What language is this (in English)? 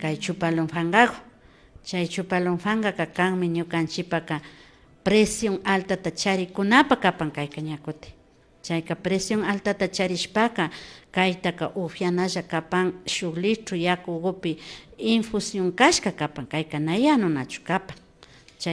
Imbabura Highland Quichua